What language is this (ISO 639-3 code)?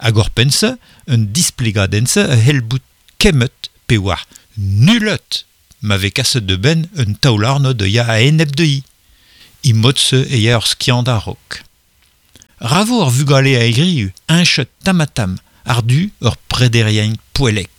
bre